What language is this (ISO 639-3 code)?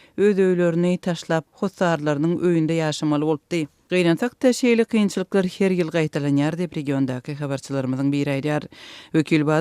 tuk